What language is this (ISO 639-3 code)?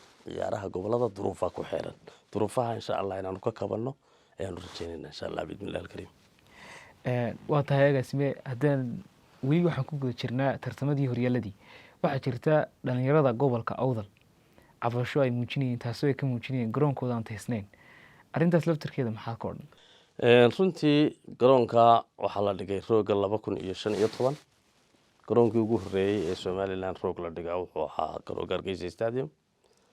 som